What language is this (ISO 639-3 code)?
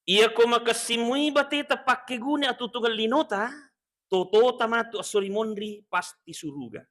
bug